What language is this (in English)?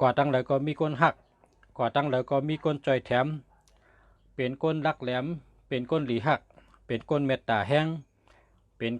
Shan